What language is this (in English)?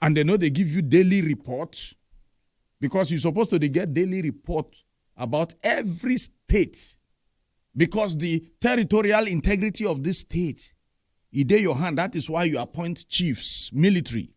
Nigerian Pidgin